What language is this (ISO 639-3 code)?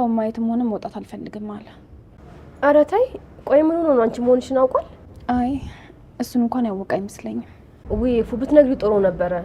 amh